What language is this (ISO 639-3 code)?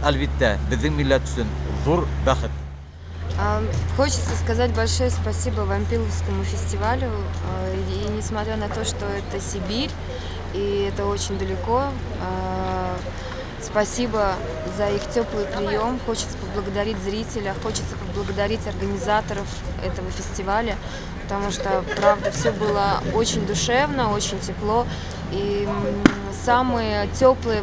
bak